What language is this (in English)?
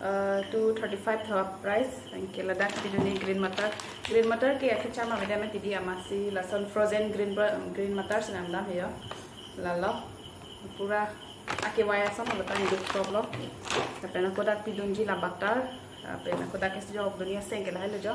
Karbi